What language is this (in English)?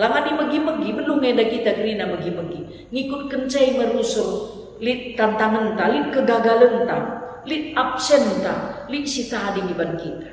Batak Karo